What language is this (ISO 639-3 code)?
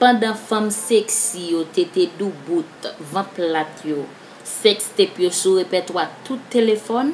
hat